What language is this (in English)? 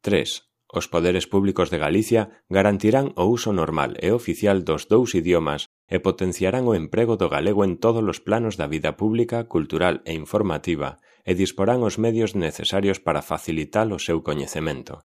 Galician